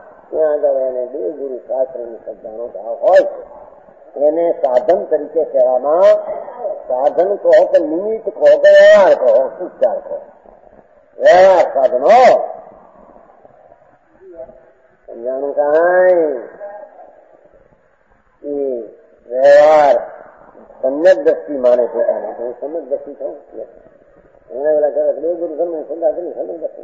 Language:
Gujarati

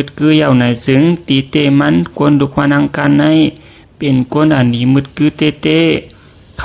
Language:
Shan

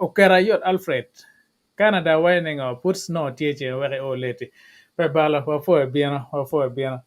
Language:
Acoli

